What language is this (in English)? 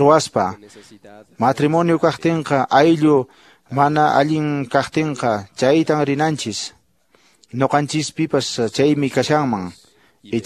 Quechua